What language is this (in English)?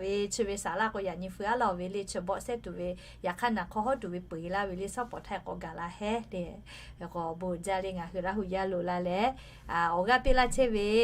Lahu